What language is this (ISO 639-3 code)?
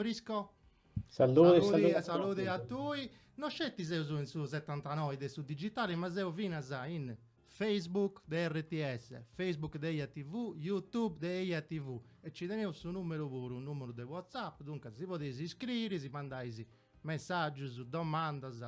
srd